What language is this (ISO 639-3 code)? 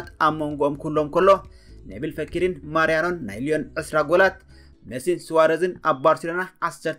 tir